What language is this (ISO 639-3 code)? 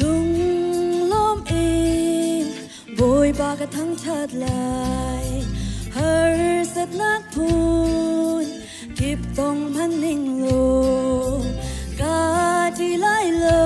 cnh